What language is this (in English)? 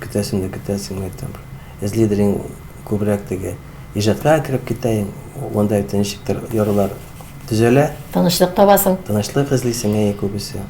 Tatar